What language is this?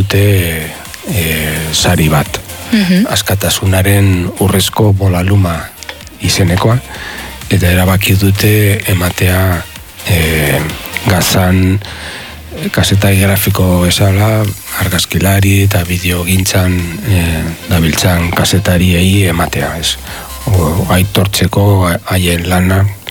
Basque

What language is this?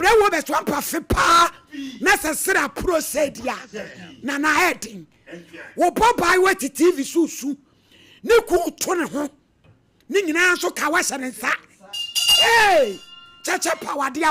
Akan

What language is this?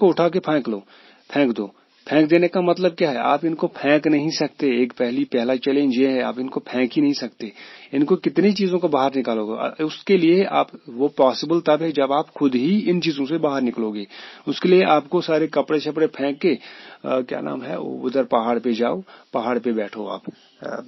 Hindi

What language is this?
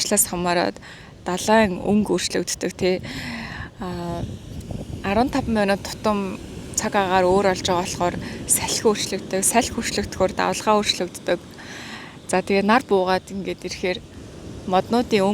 Mongolian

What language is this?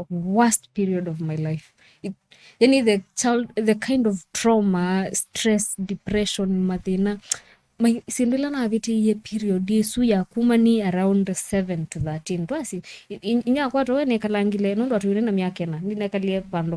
Kamba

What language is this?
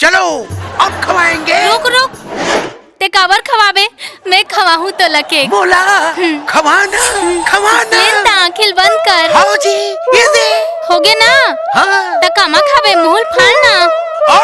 Chhattisgarhi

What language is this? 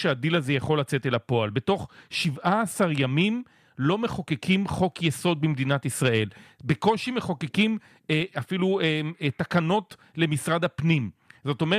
Hebrew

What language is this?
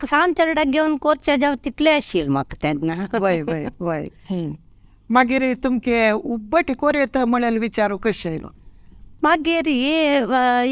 Konkani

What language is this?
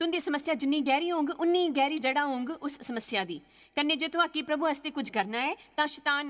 Dogri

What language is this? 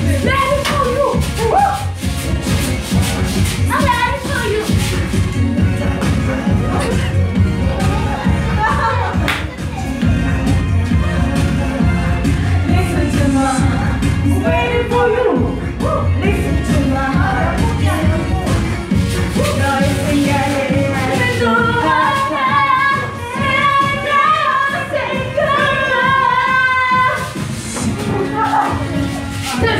Korean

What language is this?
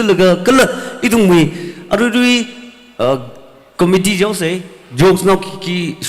Tangkhul Naga (India)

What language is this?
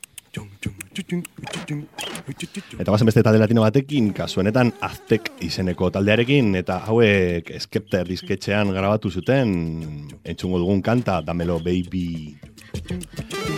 Basque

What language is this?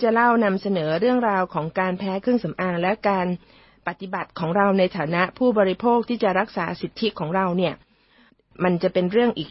Thai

